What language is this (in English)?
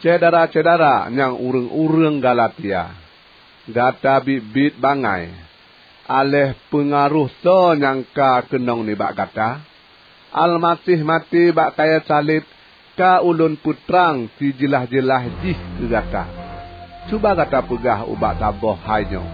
Achinese